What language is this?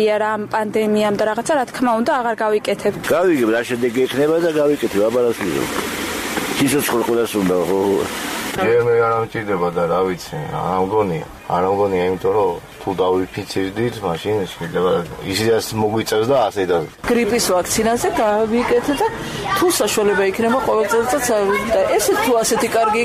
Georgian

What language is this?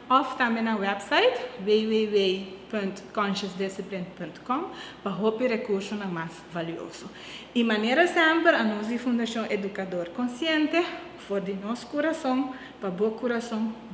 Papiamento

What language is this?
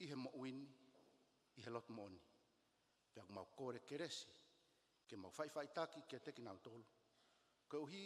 Tongan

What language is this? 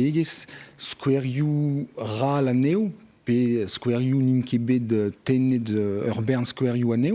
Breton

